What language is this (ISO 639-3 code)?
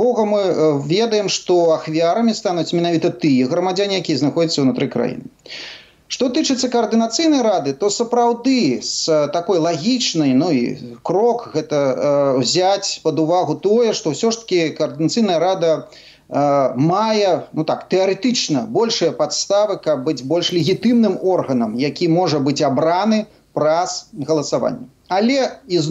bel